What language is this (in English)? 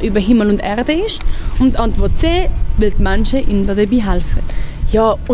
Swiss German